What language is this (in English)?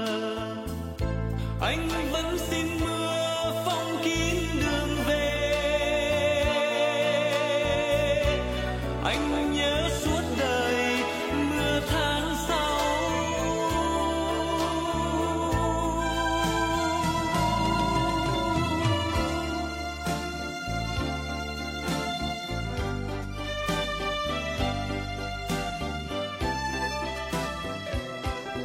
Vietnamese